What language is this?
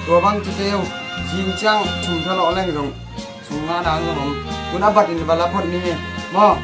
Tedim Chin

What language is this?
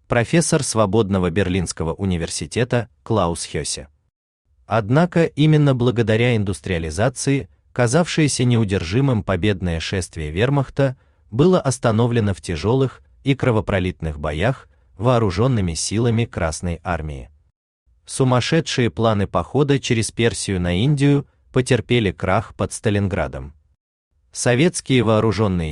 Russian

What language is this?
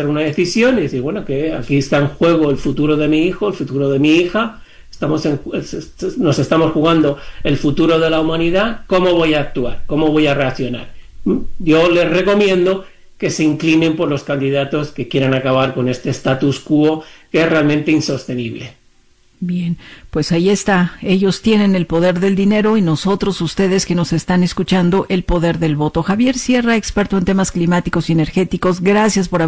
Spanish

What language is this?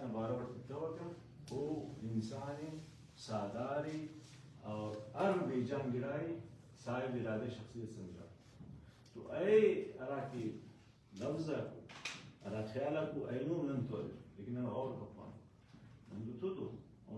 Brahui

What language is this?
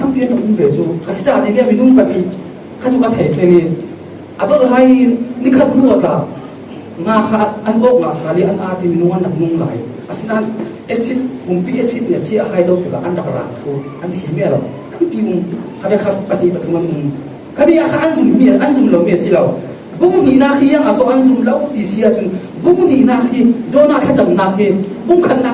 Falam Chin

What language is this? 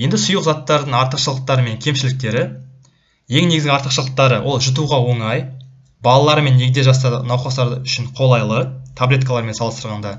Kazakh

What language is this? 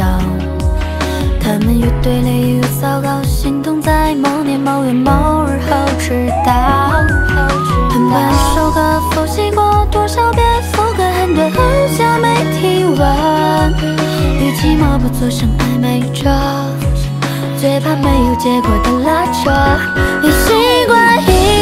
Chinese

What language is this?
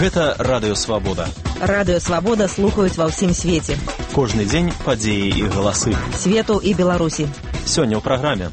Belarusian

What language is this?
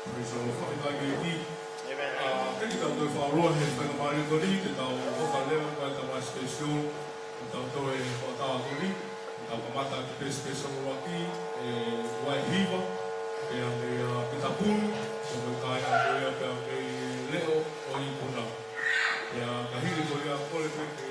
Tongan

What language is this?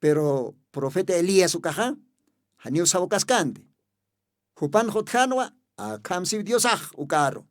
Aymara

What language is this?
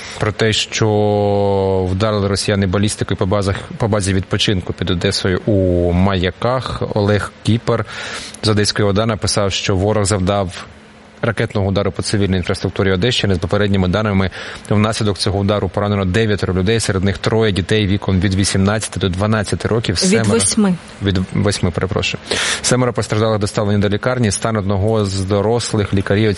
Ukrainian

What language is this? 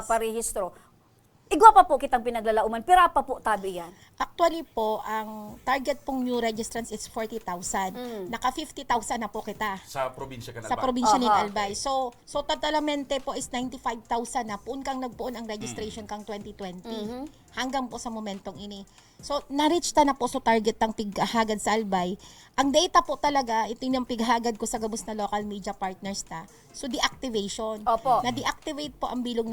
Bikol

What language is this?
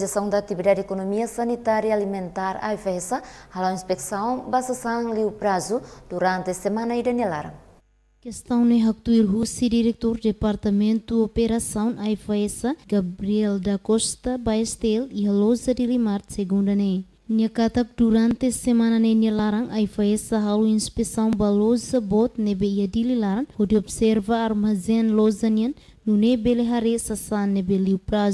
Tetum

